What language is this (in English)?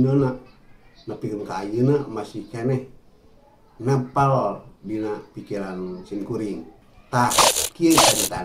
Sundanese